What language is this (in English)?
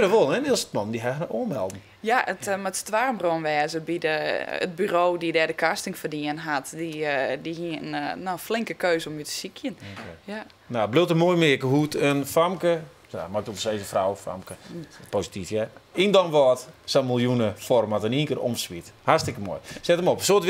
Western Frisian